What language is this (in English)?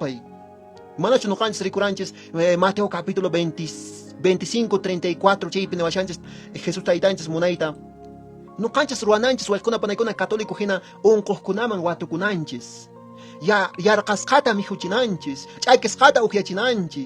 Quechua